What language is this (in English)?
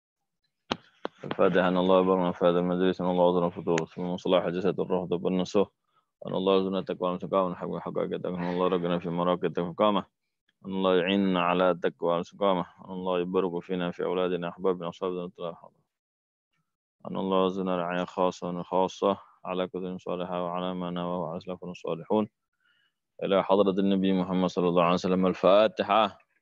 Indonesian